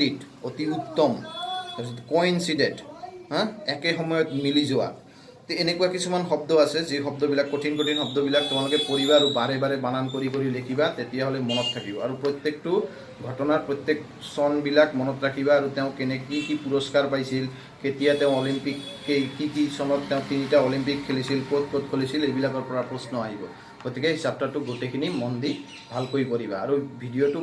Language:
Assamese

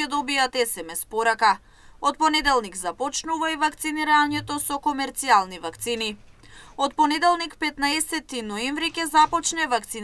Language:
Macedonian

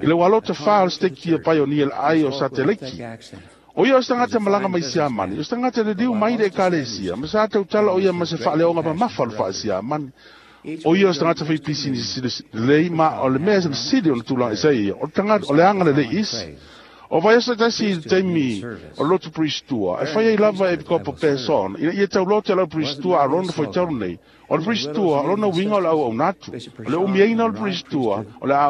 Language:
Samoan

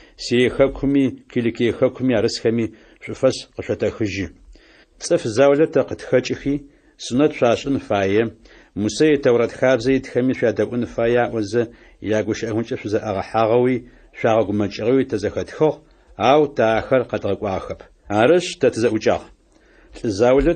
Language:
Adyghe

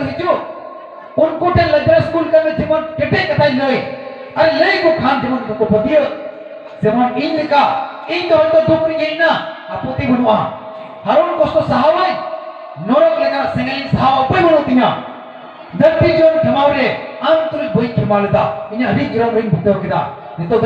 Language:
Santali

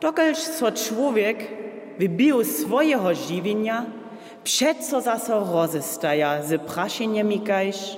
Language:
Upper Sorbian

